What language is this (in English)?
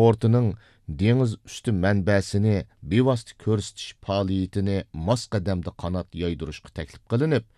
Uyghur